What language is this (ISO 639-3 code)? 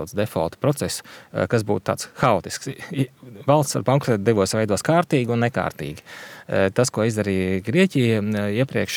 lav